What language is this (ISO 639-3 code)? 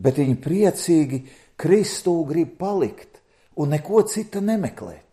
lav